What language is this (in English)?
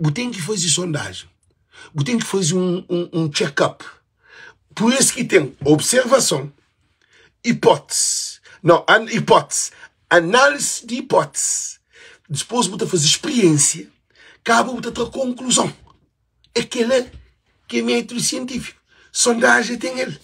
Kabuverdianu